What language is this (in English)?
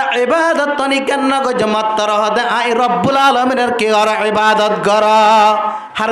Rohingya